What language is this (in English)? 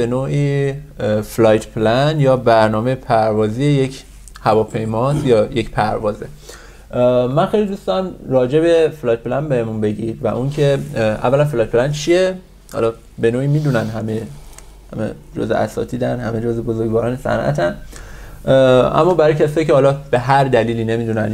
Persian